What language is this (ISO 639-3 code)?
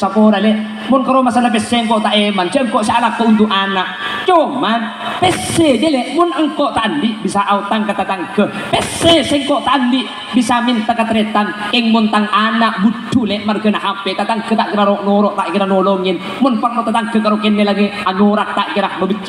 mad